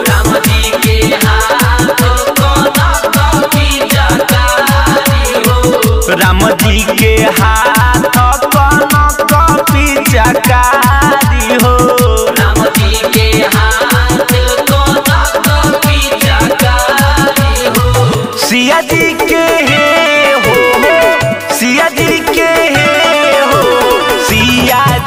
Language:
Bhojpuri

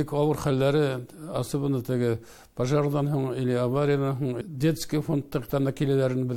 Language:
Bashkir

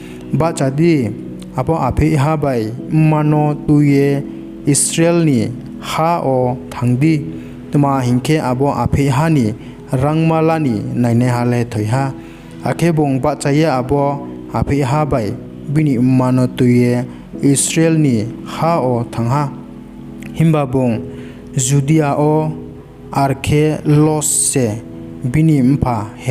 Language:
Riang (India)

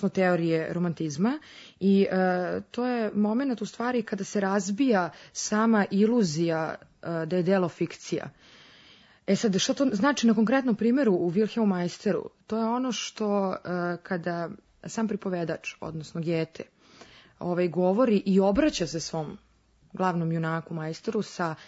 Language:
Serbian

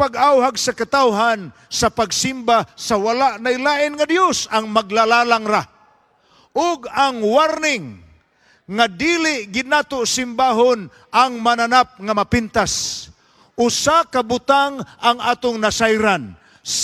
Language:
Cebuano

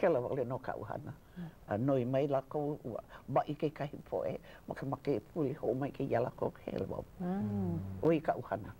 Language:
Hawaiian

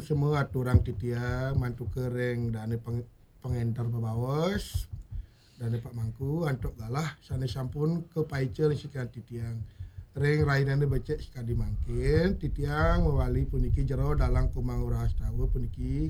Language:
Balinese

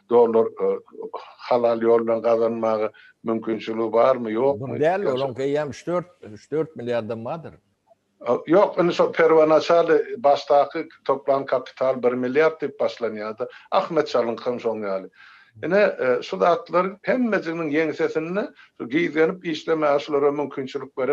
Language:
Turkmen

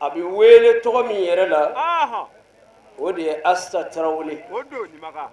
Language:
Bambara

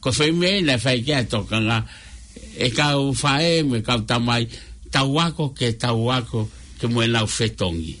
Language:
Tongan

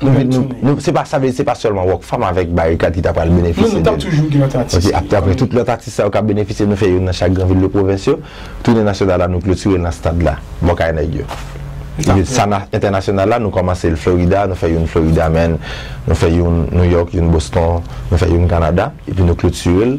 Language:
Haitian Creole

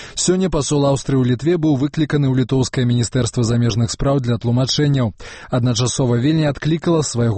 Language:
Belarusian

